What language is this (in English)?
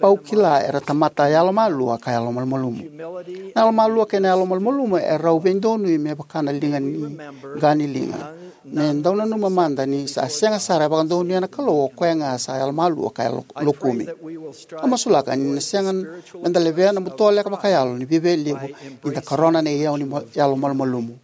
Fijian